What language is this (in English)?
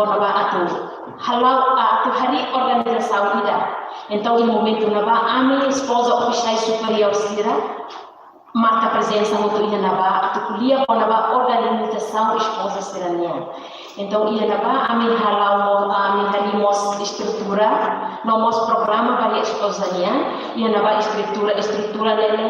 Tetum